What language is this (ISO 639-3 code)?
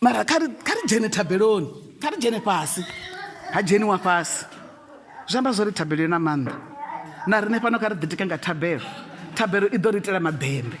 ven